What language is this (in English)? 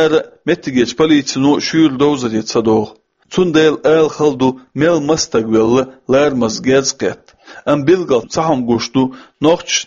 Chechen